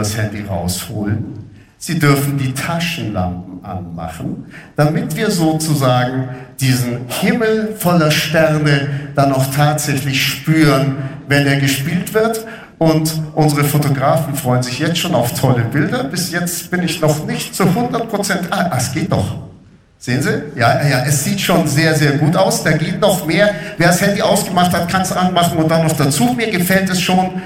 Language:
German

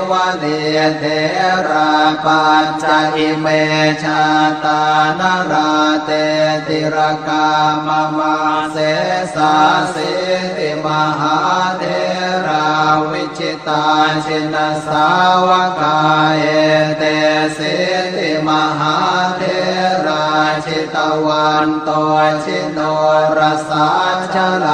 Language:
Pali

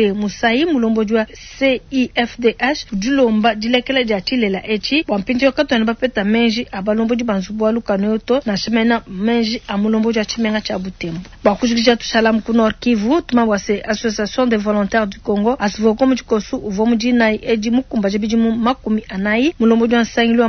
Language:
Luba-Lulua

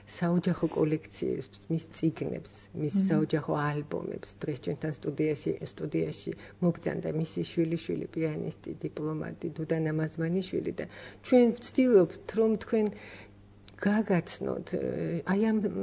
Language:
Georgian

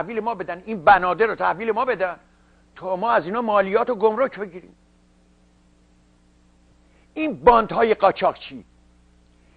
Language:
Persian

